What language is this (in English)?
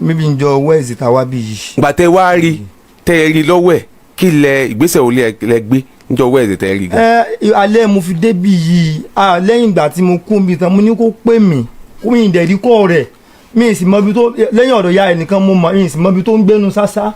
Yoruba